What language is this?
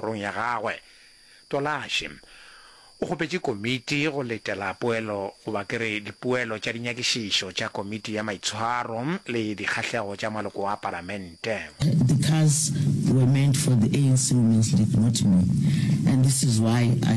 Northern Sotho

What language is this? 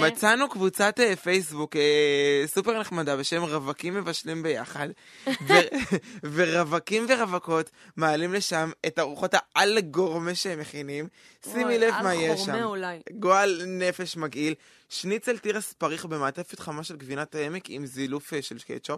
Hebrew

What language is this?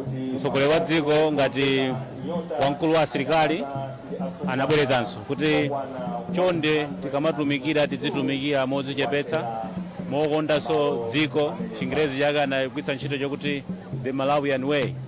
Nyanja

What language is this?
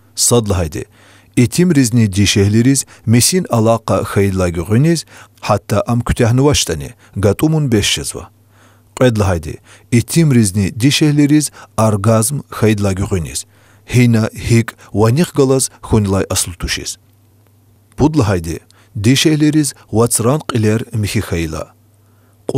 Lezghian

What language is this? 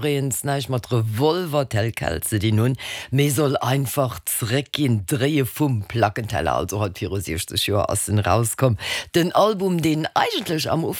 Luxembourgish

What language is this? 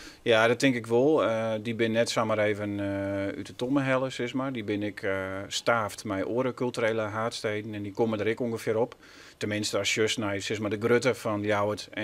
Western Frisian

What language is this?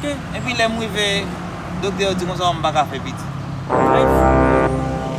Haitian Creole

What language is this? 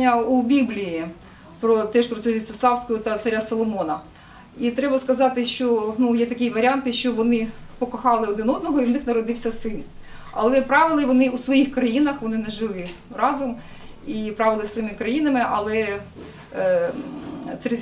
Ukrainian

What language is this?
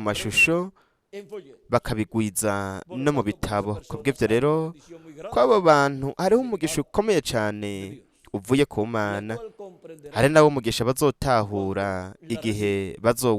Rundi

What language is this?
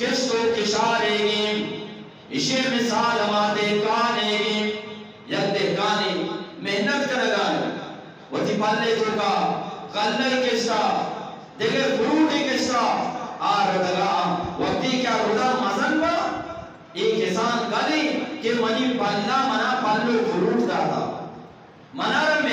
Eastern Balochi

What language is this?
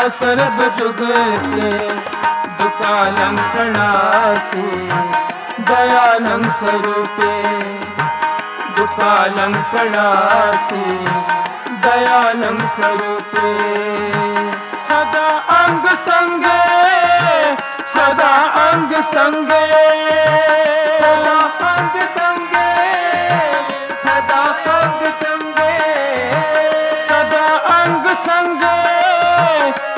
Punjabi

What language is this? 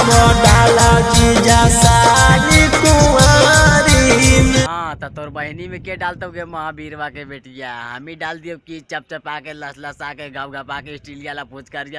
Magahi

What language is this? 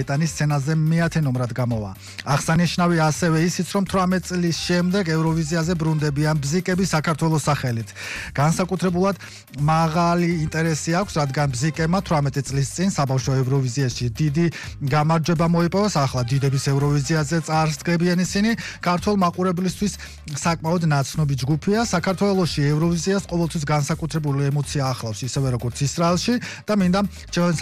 Georgian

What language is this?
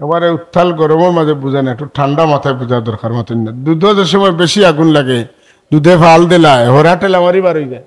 Sylheti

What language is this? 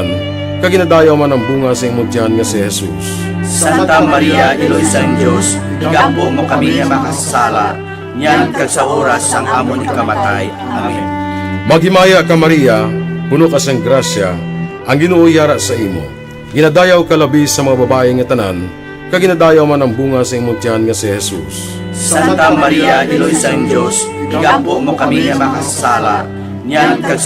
Hiligaynon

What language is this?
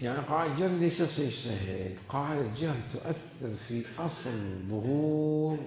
Mesopotamian Arabic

